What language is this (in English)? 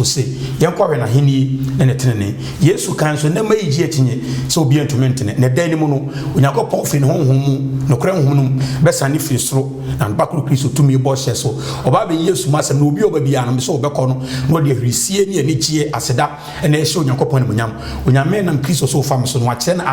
Akan